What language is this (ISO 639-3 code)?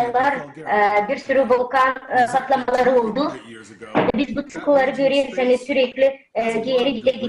gag